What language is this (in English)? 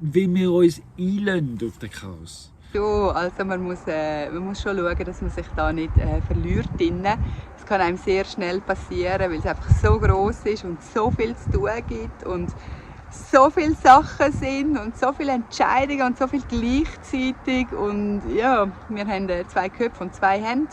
Swiss German